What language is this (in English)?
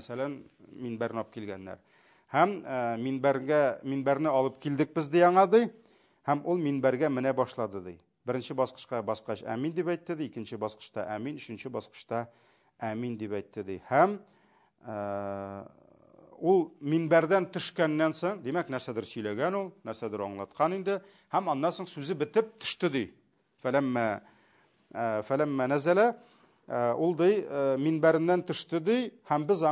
Tatar